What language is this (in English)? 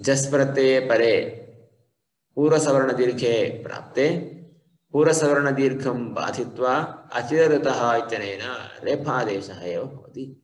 Sanskrit